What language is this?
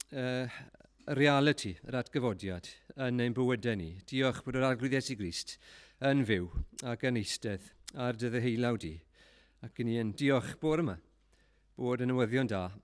Welsh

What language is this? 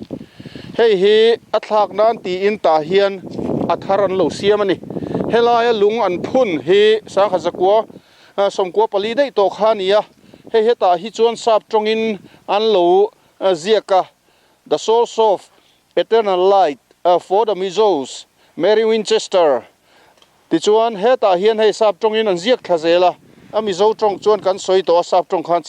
Mizo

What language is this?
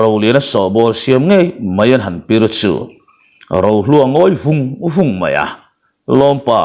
Mizo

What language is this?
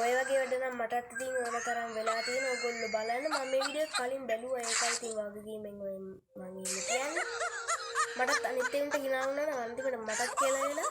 Sinhala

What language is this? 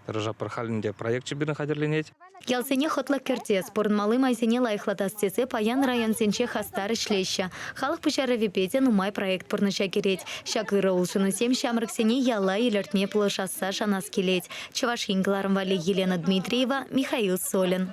Chuvash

